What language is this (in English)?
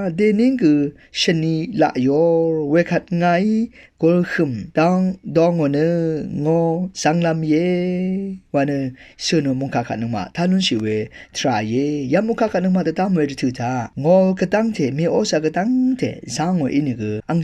Rawang